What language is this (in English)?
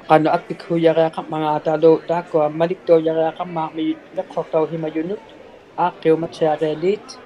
Inuktitut